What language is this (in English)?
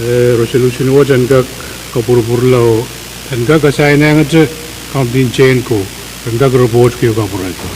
Pohnpeian